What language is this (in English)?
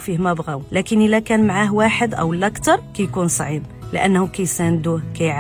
Moroccan Arabic